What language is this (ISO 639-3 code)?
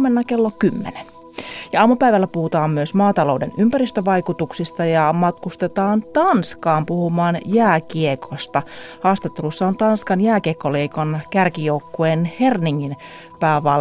fin